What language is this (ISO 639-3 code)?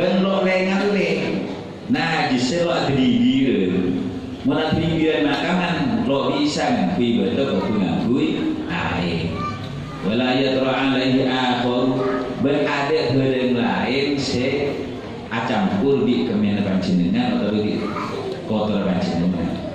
mad